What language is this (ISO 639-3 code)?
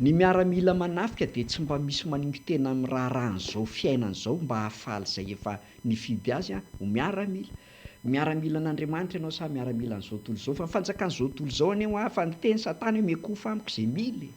mlg